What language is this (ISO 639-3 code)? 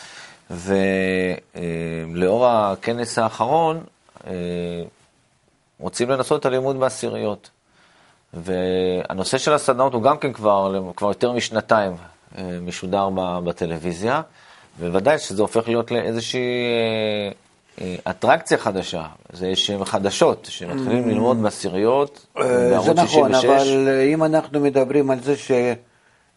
heb